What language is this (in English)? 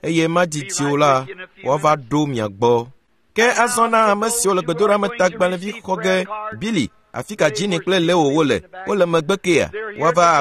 Ewe